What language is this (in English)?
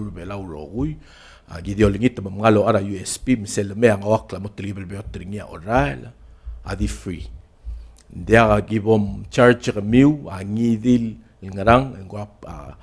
Palauan